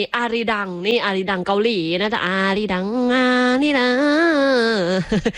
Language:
Thai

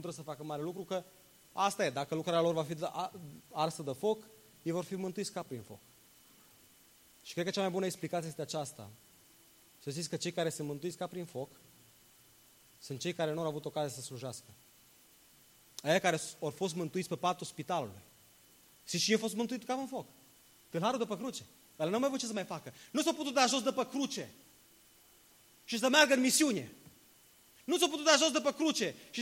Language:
Romanian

